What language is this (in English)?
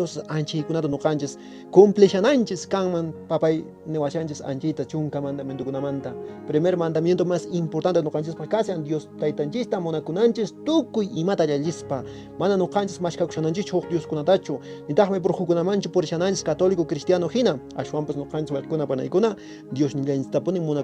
Quechua